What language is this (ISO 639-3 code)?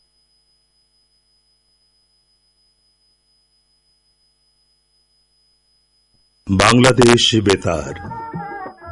ben